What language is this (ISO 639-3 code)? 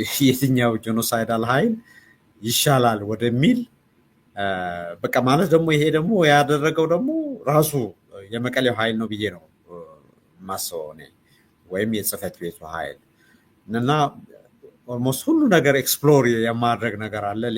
amh